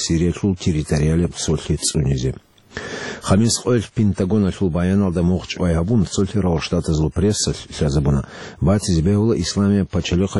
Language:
Avaric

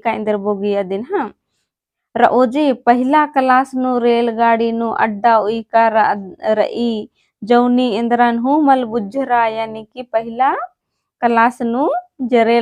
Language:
Kurukh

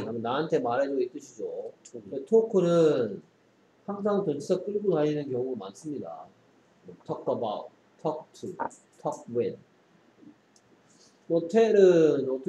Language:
Korean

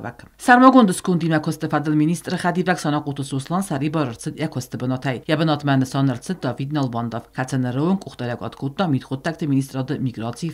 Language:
Ossetic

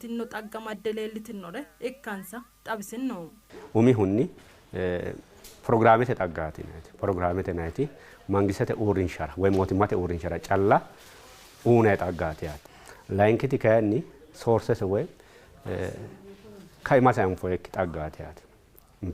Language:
Sidamo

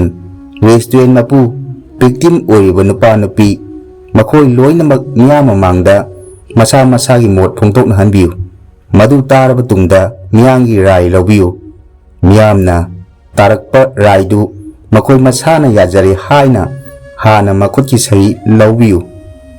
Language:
Manipuri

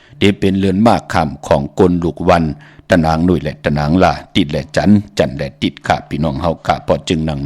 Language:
Shan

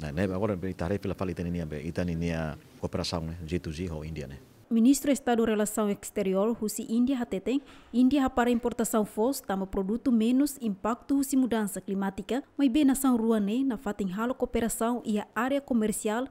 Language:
Tetum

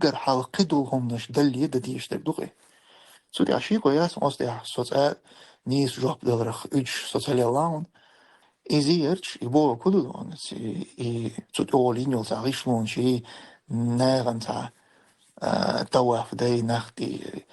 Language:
Chechen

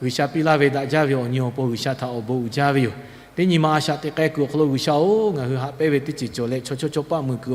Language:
Lahu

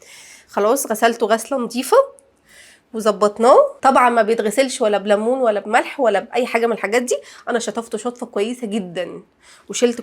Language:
Egyptian Arabic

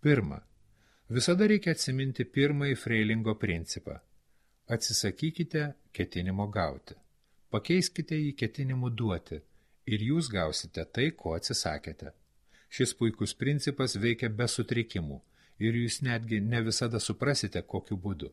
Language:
Lithuanian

